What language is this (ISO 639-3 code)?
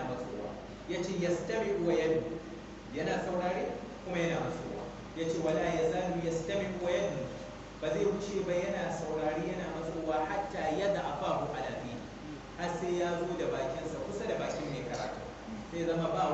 hau